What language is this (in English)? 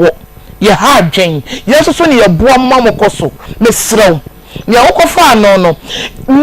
Akan